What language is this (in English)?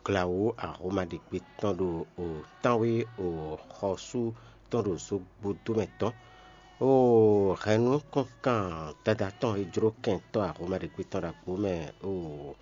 Fon